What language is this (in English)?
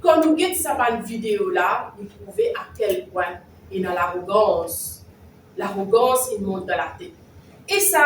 Morisyen